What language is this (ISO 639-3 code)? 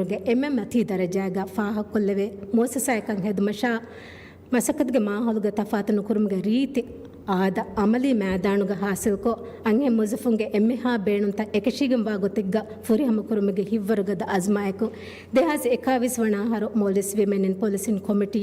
div